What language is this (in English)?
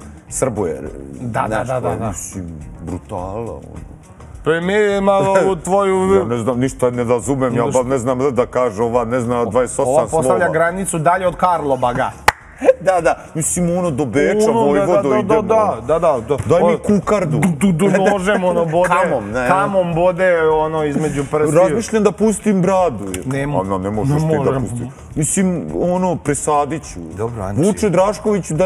Serbian